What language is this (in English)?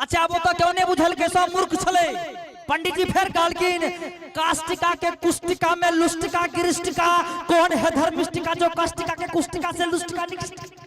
Maithili